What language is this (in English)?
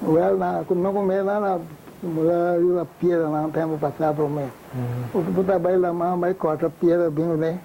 Papiamento